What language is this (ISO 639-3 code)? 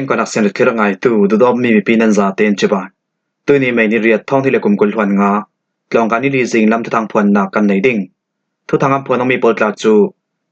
cfm